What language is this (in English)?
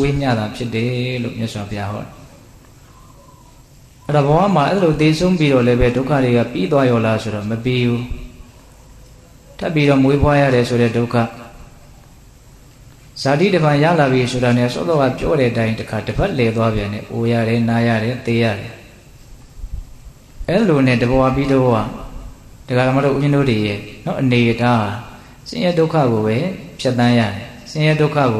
Burmese